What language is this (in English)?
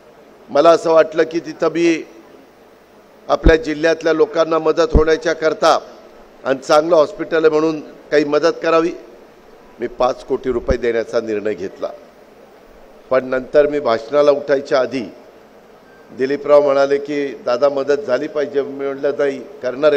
Marathi